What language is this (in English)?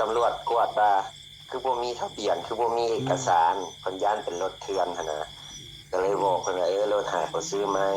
Northeastern Thai